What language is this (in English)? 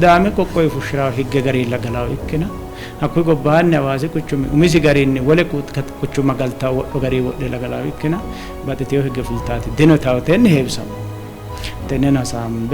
Sidamo